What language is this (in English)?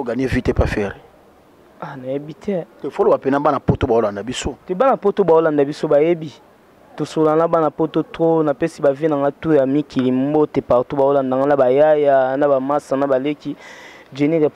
Lingala